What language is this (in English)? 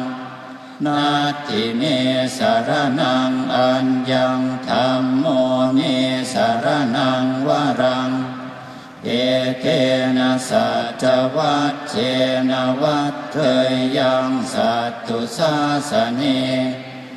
Pali